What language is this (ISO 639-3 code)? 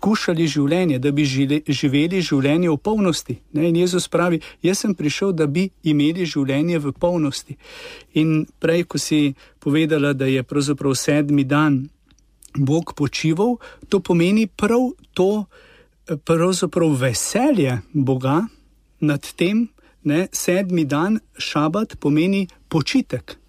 slv